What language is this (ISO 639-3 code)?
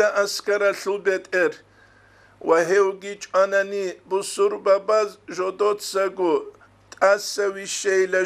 ava